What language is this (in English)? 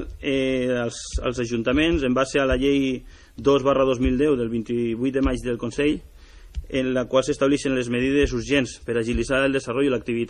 Catalan